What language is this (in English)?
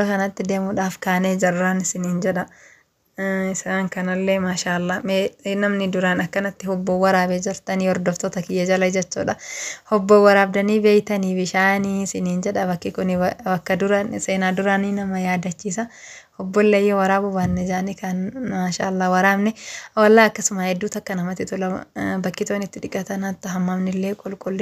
Oromo